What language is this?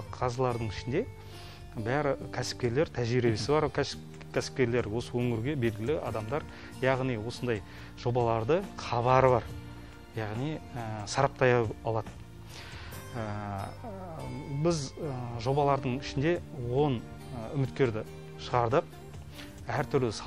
Kazakh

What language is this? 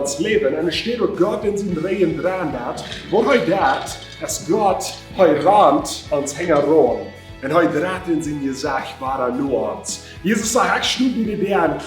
Plautdietsch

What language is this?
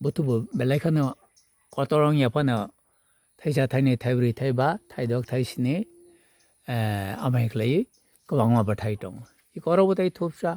Kok Borok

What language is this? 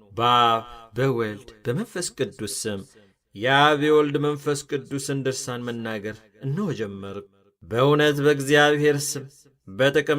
Amharic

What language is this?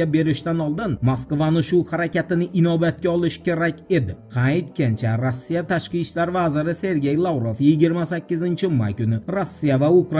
Uzbek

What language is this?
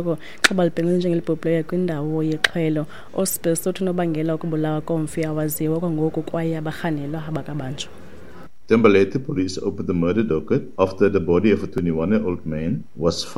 Xhosa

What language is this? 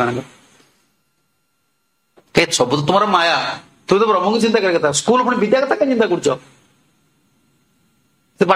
Odia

